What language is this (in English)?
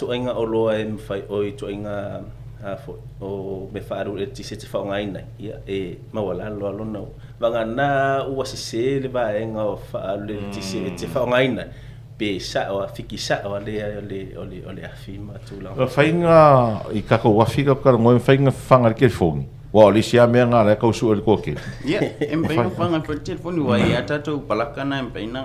Samoan